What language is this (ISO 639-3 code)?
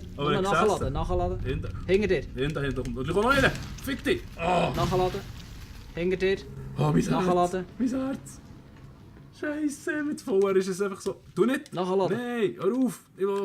gsw